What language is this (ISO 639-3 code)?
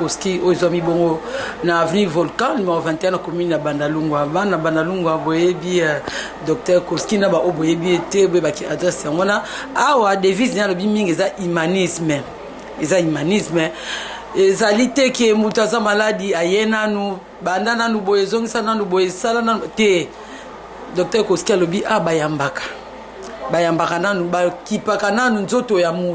lin